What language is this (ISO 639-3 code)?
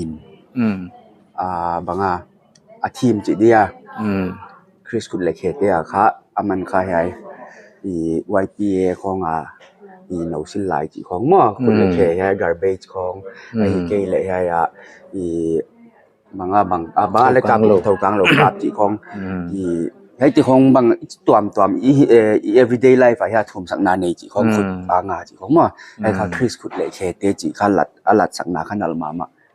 pck